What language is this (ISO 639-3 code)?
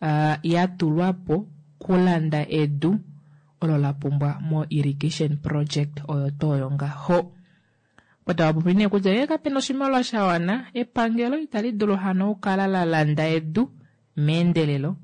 kua